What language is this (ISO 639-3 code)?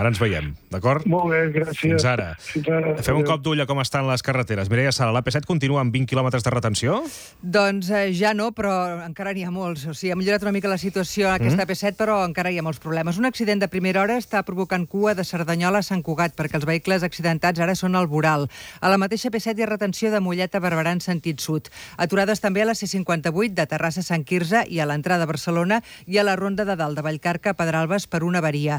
cat